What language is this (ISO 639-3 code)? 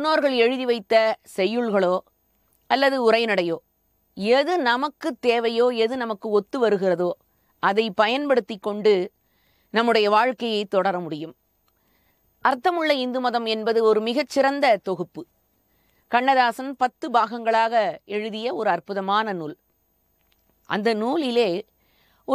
tam